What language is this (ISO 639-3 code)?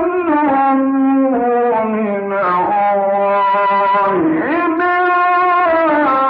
ara